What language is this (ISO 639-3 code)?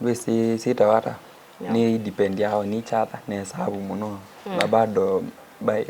kam